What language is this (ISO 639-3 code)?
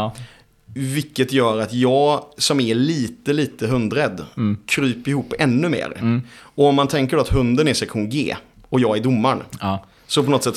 swe